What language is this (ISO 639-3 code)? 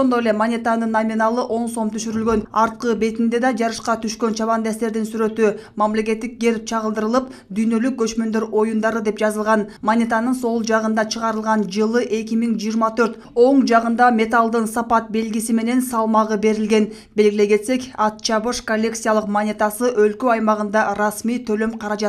kir